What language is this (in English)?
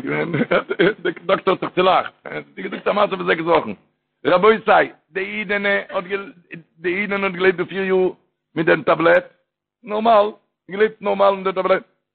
Yiddish